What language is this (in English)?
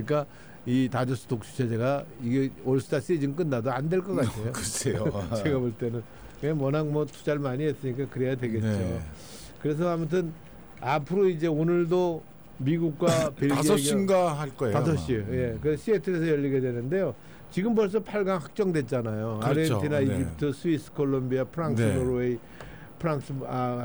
Korean